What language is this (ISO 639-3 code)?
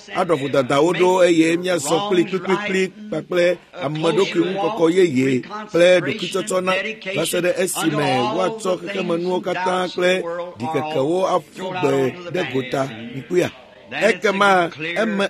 ewe